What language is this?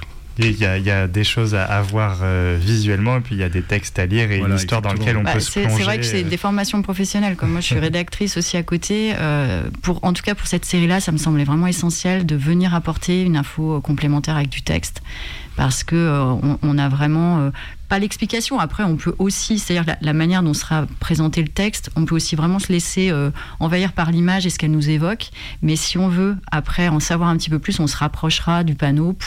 French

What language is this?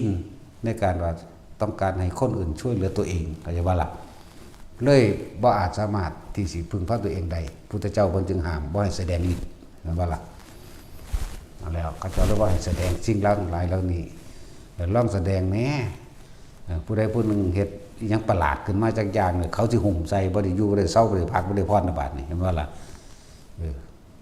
Northeastern Thai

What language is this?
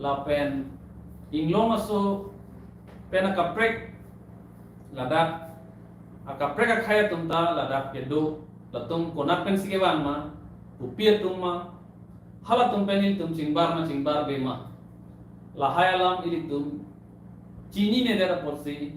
Karbi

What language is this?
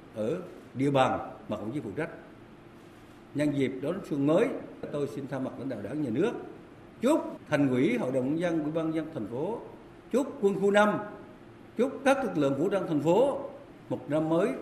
Vietnamese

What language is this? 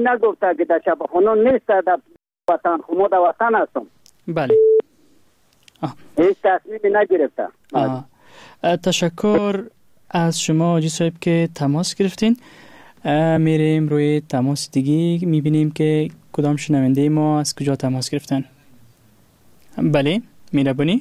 Persian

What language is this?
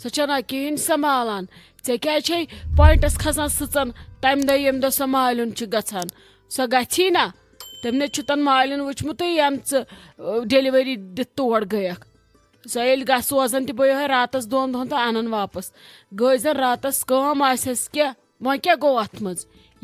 Kashmiri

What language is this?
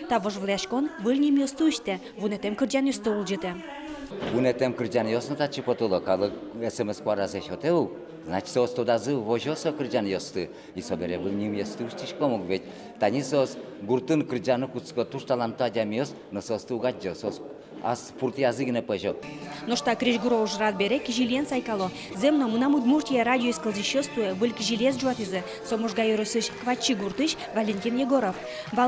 Udmurt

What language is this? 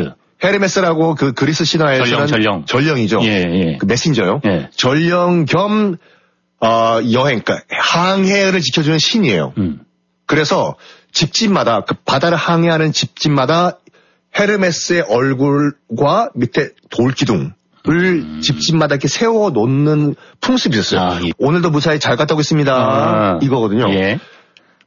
Korean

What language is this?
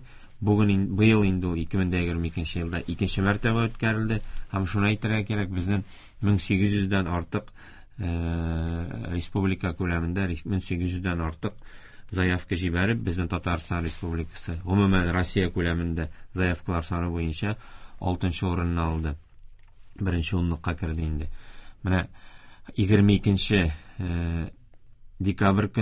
Tatar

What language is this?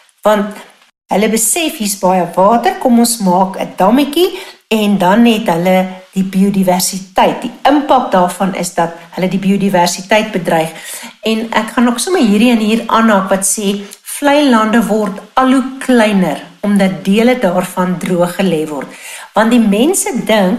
Afrikaans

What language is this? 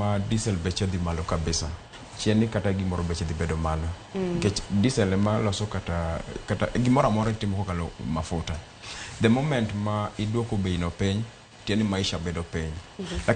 Luo (Kenya and Tanzania)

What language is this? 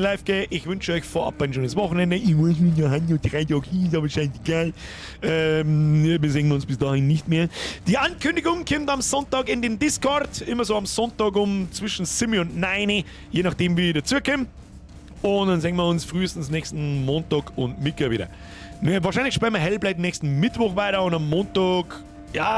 Bavarian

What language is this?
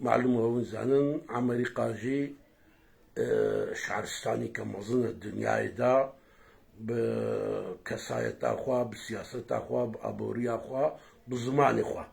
Kurdish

